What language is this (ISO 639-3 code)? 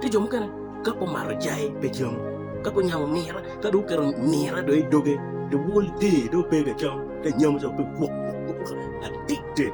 ach